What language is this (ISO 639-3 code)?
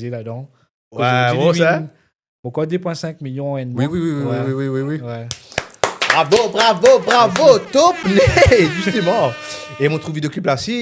mfe